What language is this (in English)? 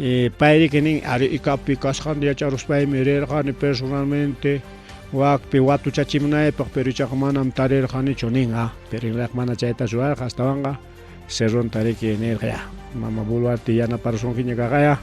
Ayacucho Quechua